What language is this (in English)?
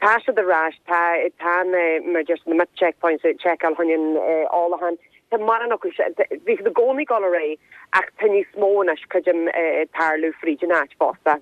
Irish